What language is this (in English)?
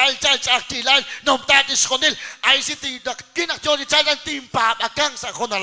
Kekchí